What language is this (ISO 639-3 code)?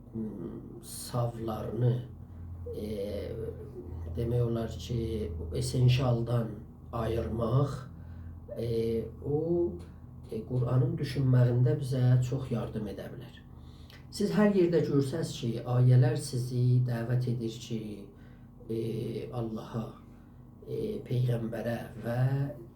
azb